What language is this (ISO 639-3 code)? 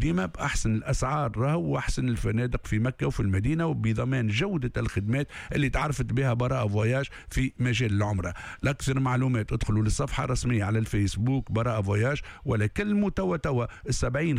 aeb